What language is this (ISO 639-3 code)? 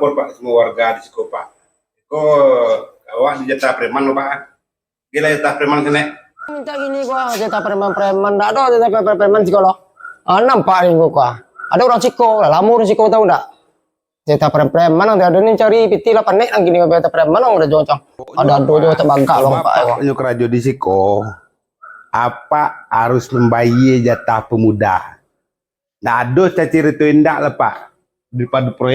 min